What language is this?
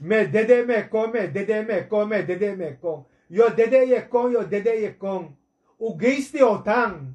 Sranan Tongo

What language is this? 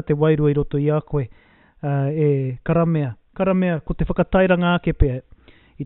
Māori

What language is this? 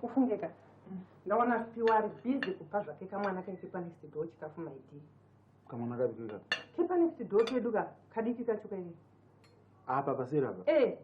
Shona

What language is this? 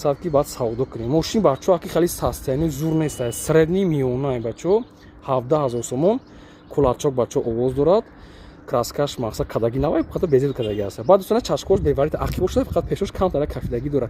Tajik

